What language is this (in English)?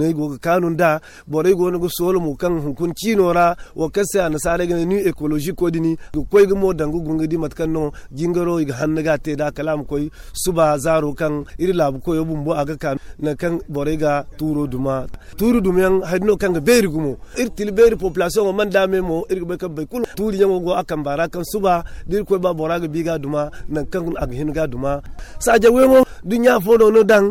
Zarma